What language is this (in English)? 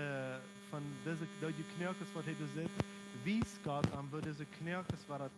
Plautdietsch